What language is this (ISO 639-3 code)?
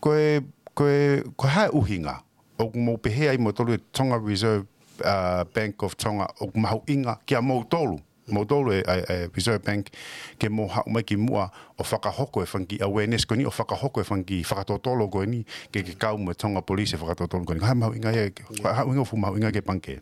ton